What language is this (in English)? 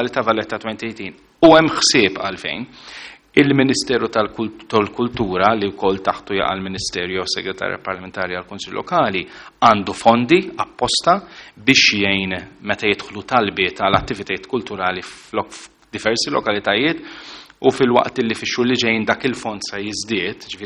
Maltese